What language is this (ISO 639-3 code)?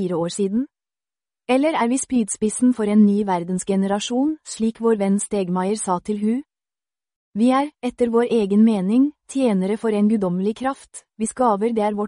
nor